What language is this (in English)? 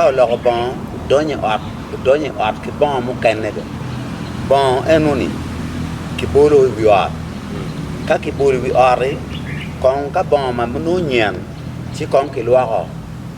Acoli